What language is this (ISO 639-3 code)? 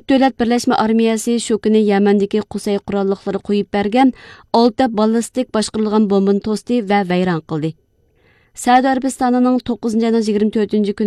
uig